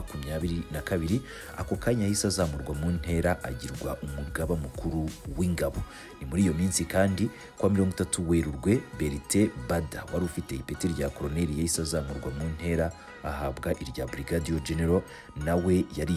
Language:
Kinyarwanda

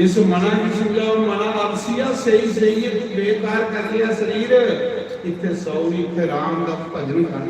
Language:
Dogri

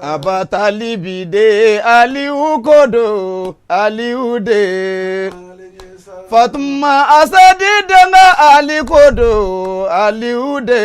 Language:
Bambara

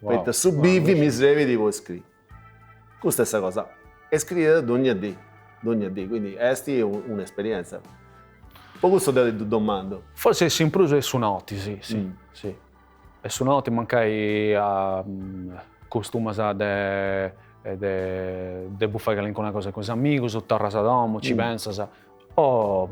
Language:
Sardinian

